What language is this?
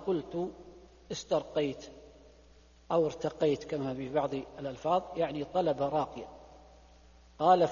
Arabic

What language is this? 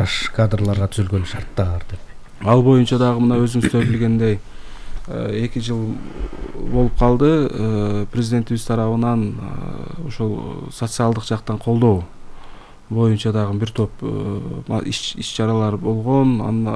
Kyrgyz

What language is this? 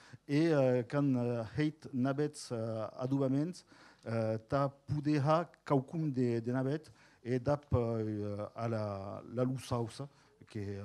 Occitan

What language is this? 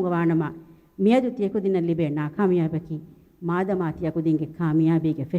Divehi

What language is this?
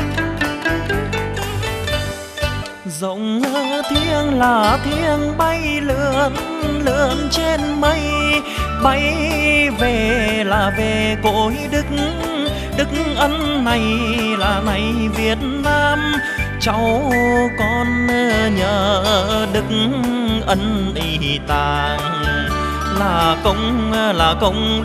Vietnamese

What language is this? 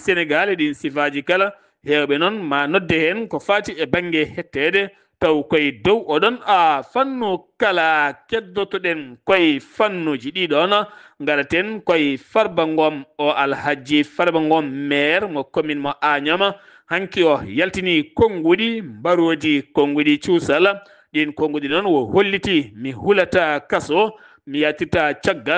Fula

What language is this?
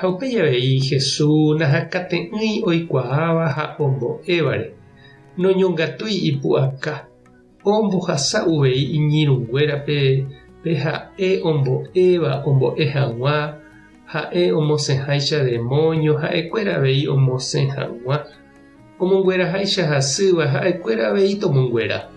Guarani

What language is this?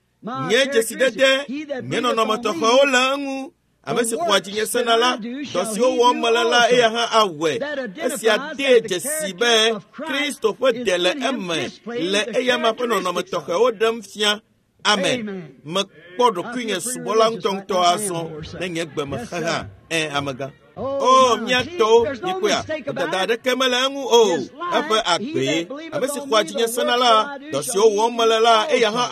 Ewe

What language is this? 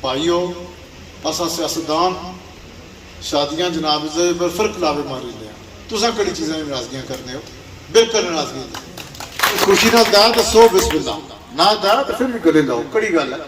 Pahari-Potwari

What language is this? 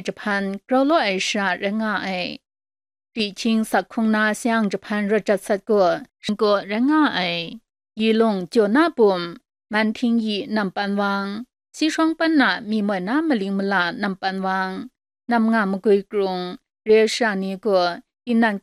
Kachin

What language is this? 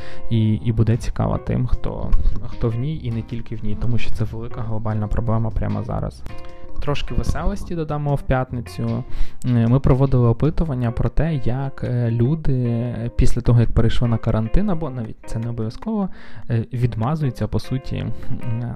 Ukrainian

